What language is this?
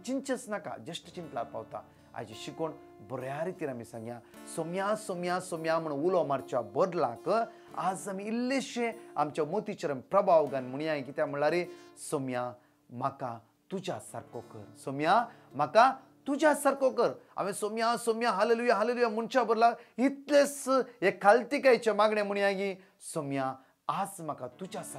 Konkani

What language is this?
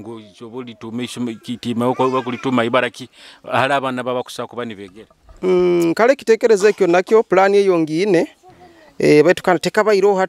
Nyoro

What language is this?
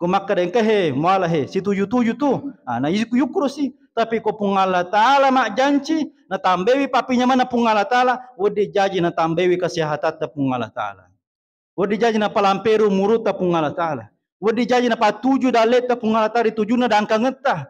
Buginese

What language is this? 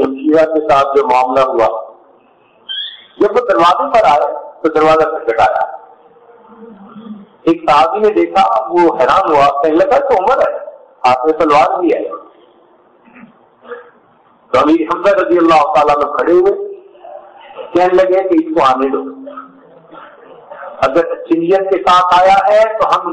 Urdu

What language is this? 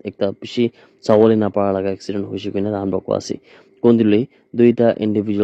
Naga Pidgin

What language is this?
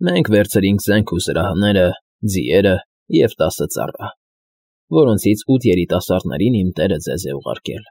Armenian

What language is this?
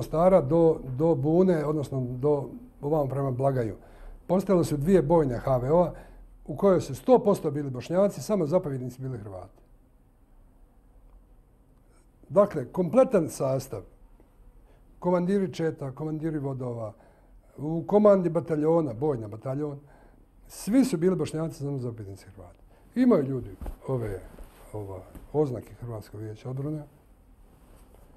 Bosnian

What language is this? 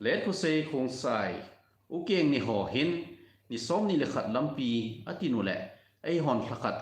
Thado Chin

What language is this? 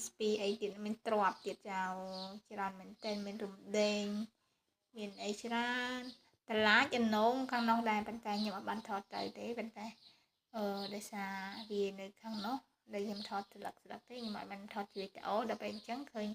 Khmer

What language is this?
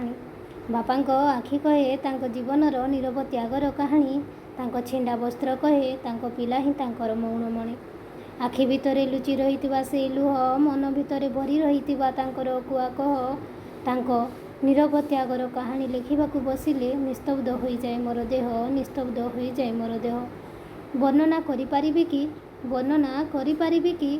Odia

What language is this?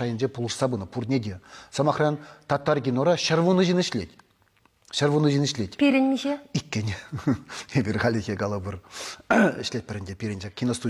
Chuvash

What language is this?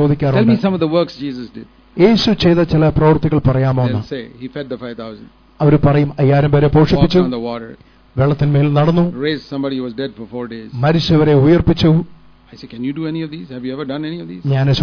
Malayalam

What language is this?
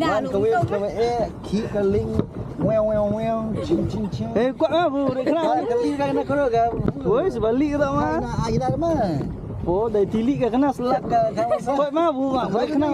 Khasi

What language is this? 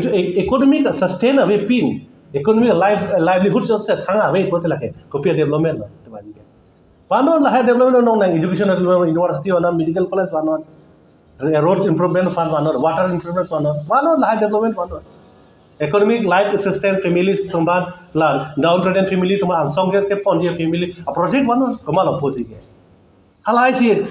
Karbi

